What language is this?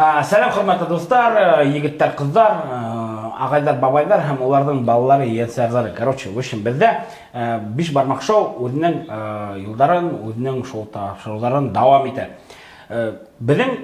Bashkir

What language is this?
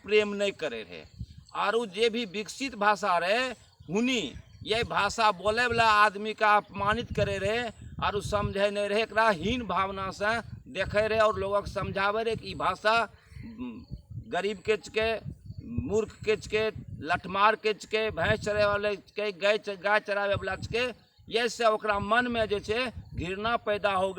Angika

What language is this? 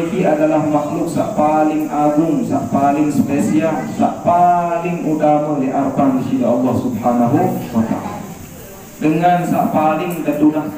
Sasak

